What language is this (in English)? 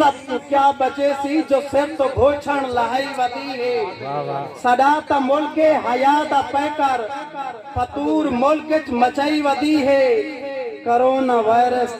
Saraiki